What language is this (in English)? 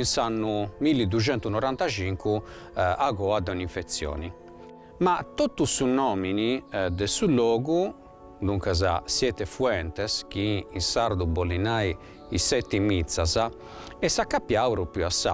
Sardinian